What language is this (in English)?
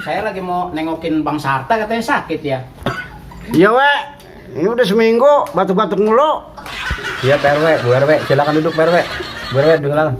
Betawi